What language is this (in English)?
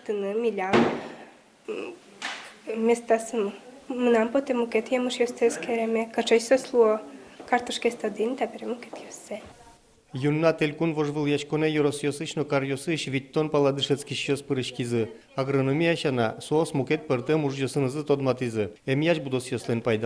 Udmurt